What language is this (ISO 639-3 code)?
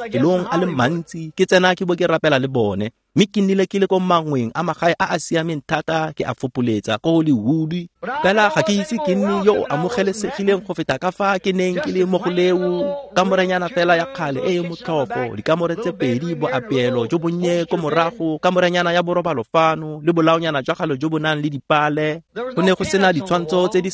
tsn